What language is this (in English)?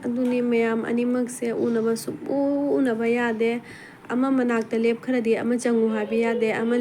Manipuri